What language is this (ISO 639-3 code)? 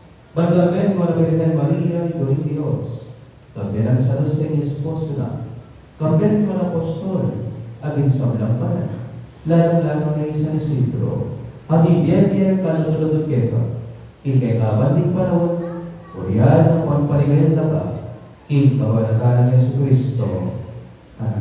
pam